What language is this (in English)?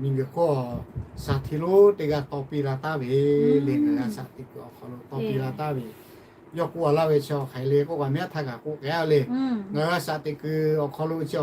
Lahu